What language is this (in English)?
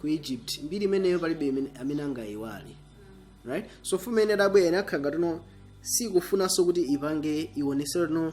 Nyanja